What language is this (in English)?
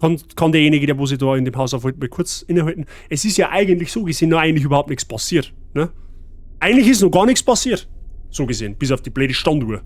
Bavarian